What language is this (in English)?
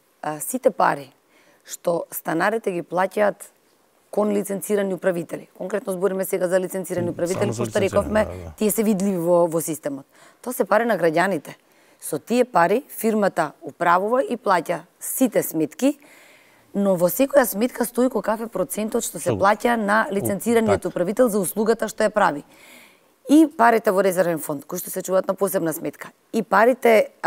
Macedonian